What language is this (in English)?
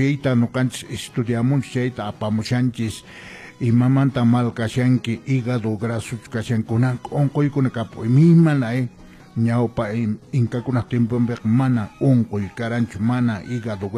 Quechua